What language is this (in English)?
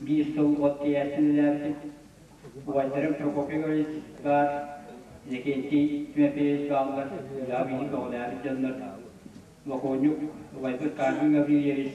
Yakut